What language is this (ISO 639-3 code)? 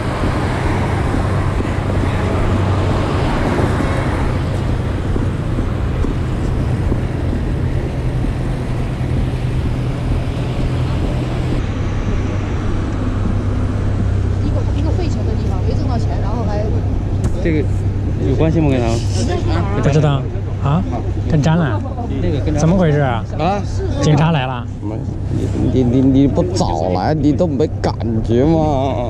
zho